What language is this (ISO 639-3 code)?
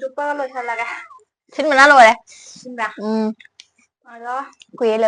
mni